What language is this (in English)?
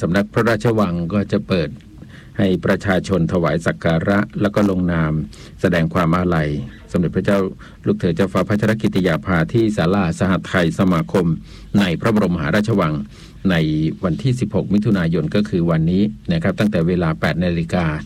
Thai